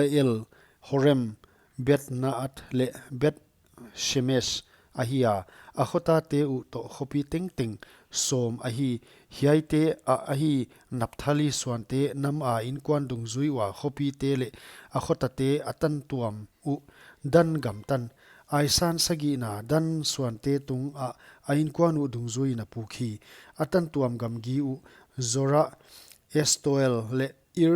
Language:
Paite Chin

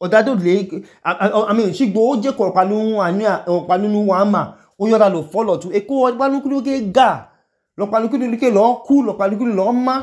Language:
Idoma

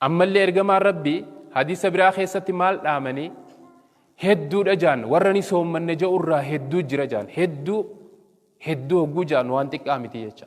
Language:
Oromo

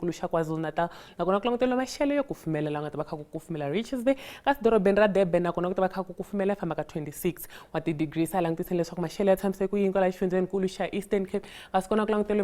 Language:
Tsonga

